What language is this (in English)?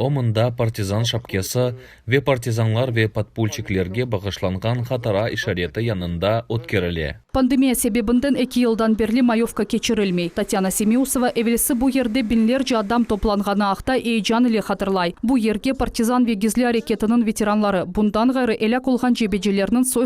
Crimean Tatar